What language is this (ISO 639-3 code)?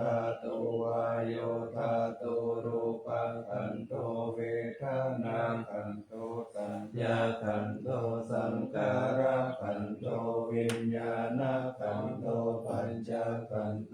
pli